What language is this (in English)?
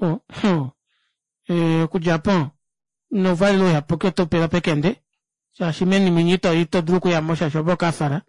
Kuanyama